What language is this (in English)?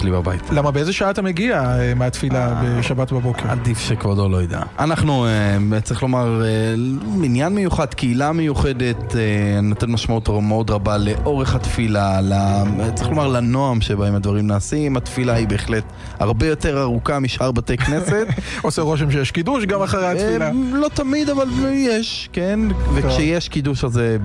Hebrew